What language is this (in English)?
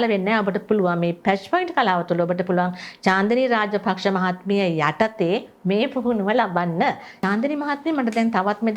Sinhala